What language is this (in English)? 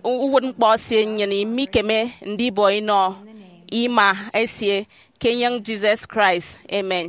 Efik